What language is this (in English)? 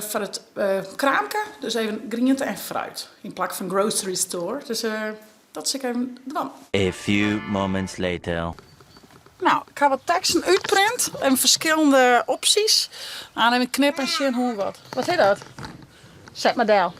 Western Frisian